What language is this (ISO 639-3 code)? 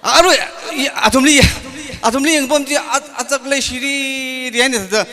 nmf